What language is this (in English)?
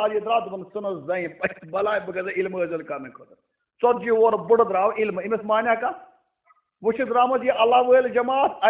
Kashmiri